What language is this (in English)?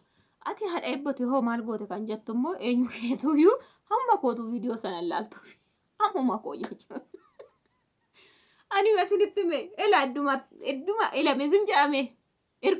Oromo